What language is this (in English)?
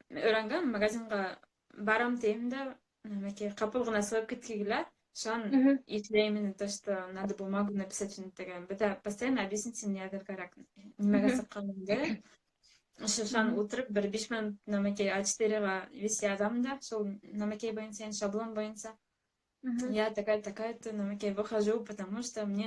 Bashkir